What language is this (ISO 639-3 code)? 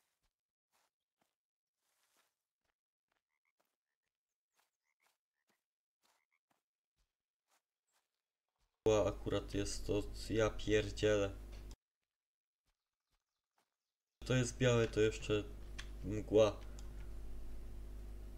pol